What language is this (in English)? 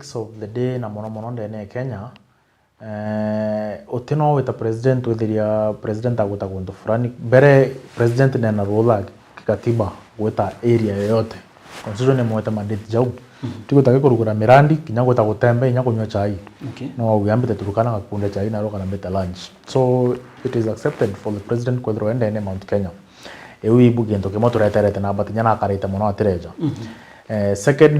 Meru